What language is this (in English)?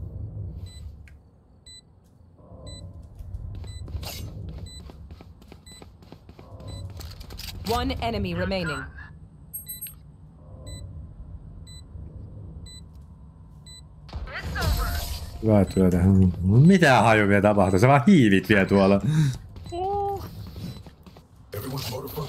Finnish